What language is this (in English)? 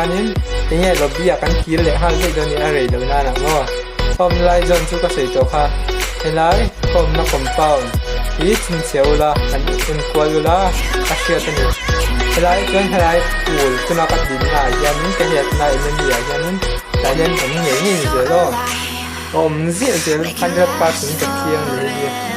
Mizo